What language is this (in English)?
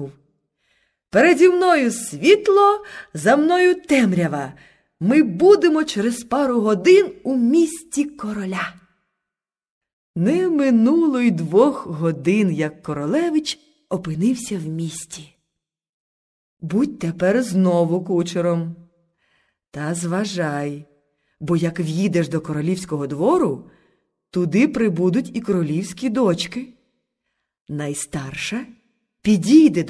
Ukrainian